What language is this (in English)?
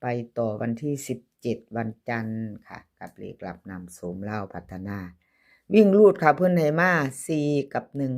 Northeastern Thai